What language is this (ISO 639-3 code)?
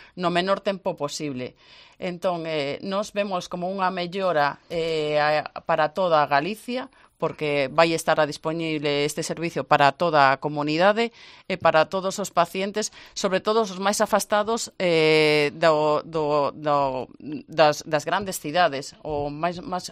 glg